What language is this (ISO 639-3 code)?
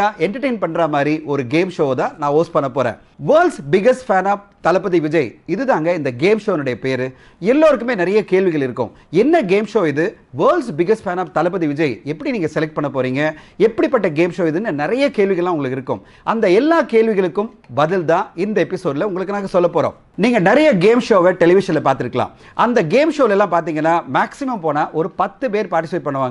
tam